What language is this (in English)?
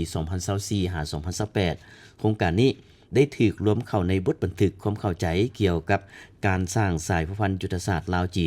Lao